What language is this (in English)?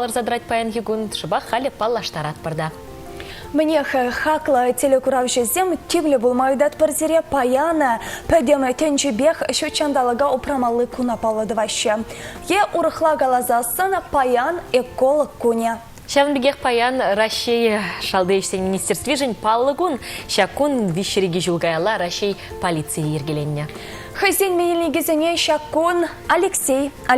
Chuvash